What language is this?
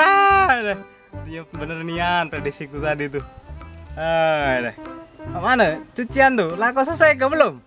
Musi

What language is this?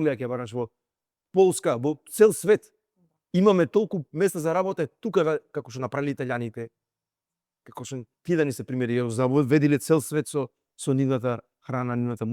Macedonian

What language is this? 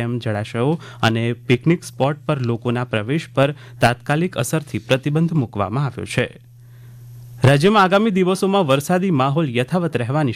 Gujarati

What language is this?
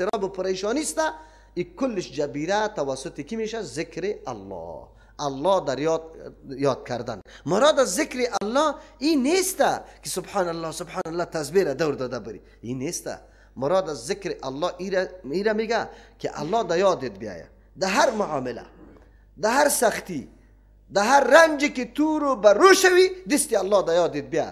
Persian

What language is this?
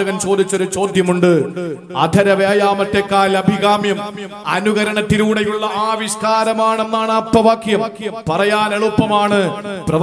Malayalam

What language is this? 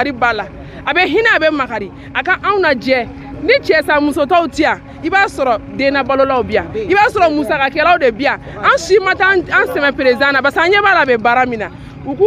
Bambara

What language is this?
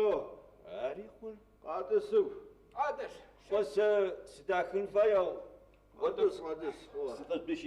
Adyghe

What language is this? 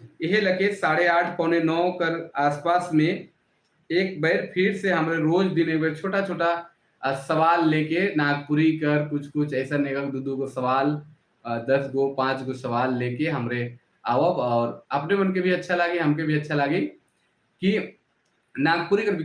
Sadri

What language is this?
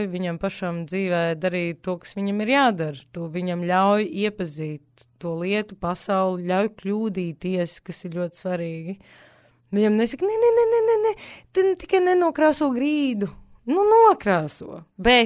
Latvian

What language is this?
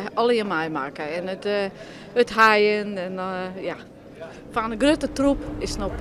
Western Frisian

